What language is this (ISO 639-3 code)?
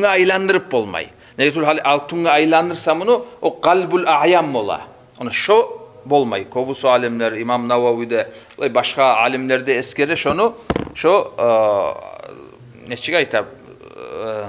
kum